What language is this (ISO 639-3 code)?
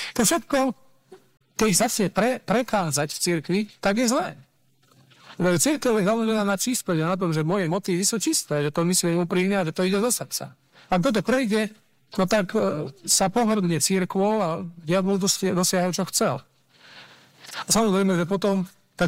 slk